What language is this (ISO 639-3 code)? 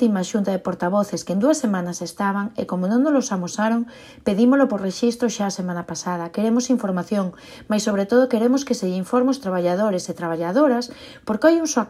glg